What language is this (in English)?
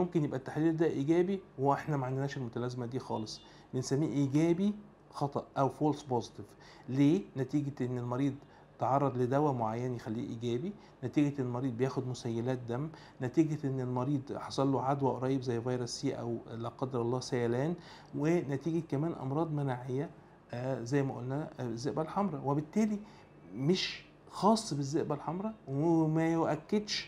Egyptian Arabic